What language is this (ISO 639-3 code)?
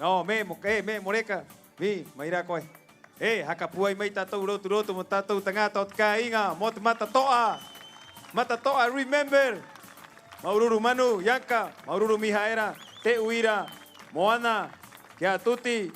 rap